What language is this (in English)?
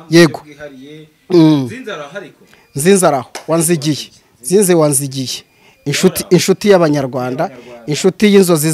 Kinyarwanda